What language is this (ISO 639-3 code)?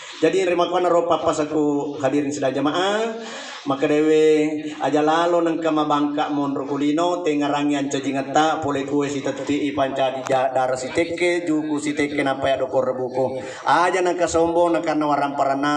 bug